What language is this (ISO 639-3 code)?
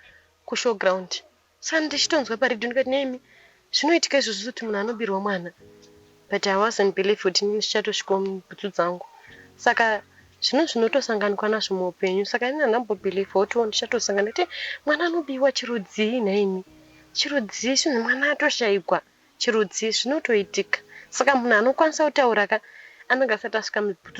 sna